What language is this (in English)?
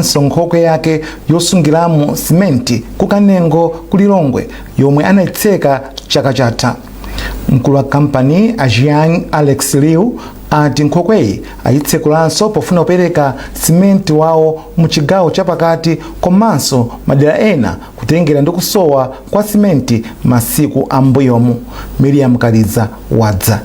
Nyanja